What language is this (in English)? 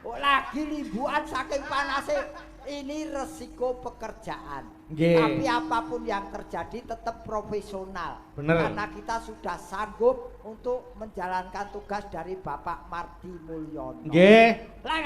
Javanese